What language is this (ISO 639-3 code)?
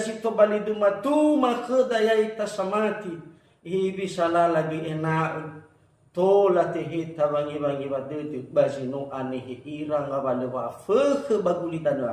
nia